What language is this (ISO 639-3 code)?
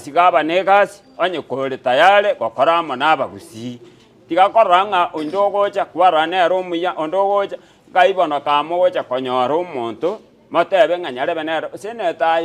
guz